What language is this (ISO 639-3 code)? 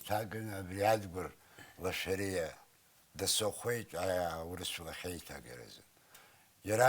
abk